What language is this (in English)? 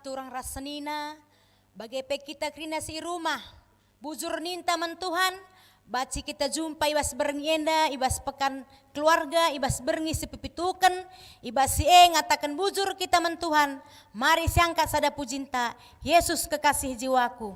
Batak Karo